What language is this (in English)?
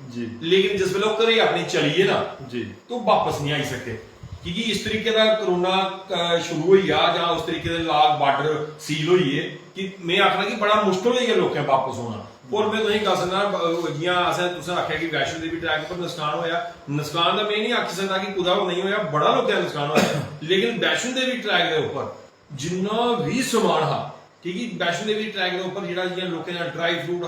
Dogri